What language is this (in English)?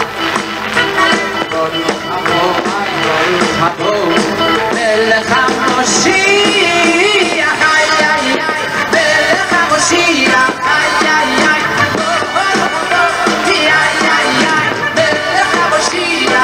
Hebrew